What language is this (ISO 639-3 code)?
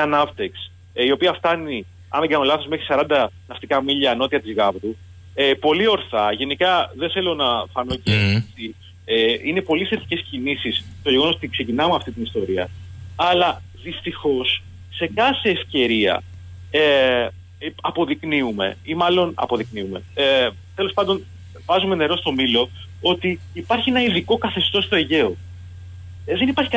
ell